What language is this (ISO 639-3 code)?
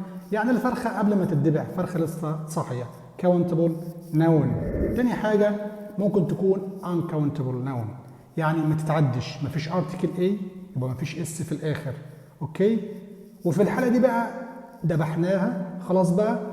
arz